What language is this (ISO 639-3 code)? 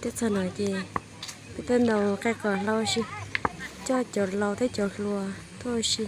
hmn